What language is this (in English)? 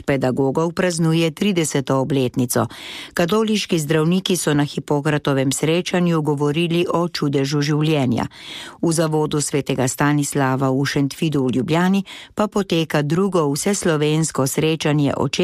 Slovenian